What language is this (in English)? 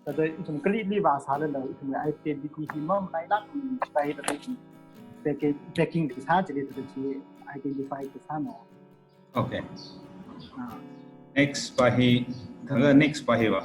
Tangkhul Naga (India)